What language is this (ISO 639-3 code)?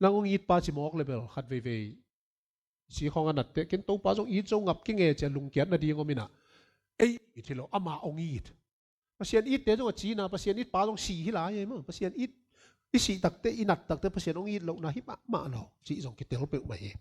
ctd